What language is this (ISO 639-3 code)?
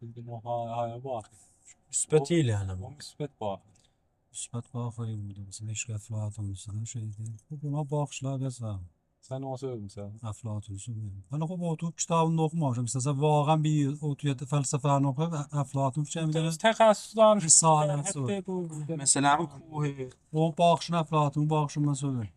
azb